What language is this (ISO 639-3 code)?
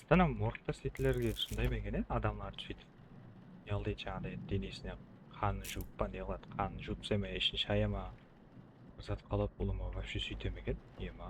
kaa